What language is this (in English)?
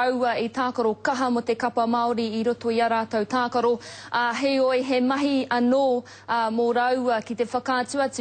Māori